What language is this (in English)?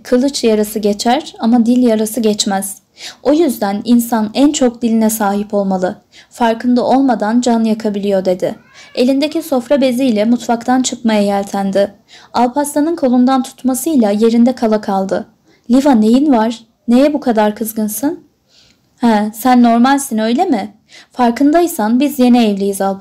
Turkish